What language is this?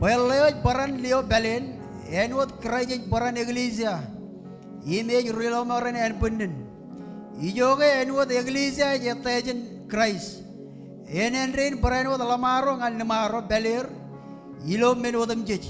Marshallese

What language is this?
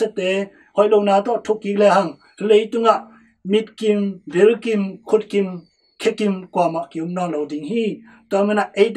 Tedim Chin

